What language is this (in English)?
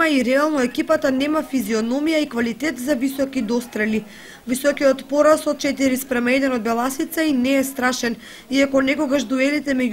Macedonian